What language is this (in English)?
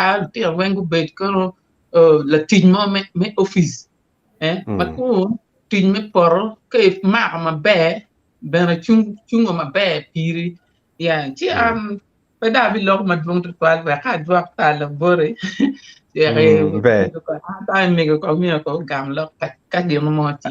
Acoli